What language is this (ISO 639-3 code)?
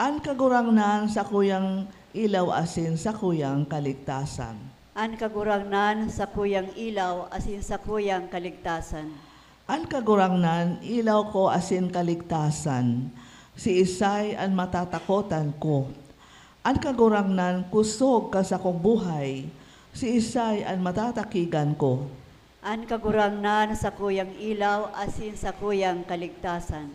bik